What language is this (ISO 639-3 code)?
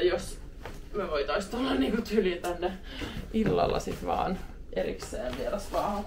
fin